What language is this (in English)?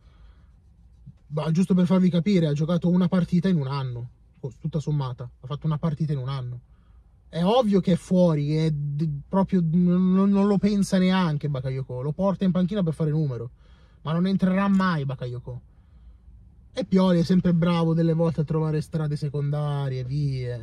Italian